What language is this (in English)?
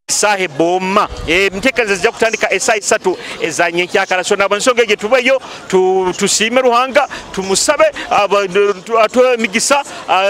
Nyoro